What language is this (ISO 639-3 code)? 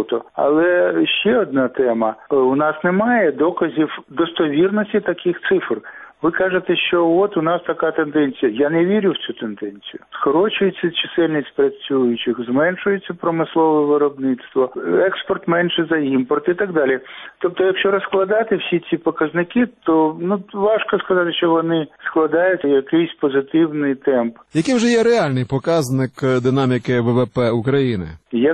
ukr